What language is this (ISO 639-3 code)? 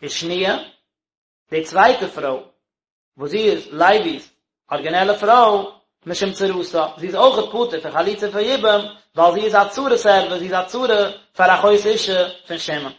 yid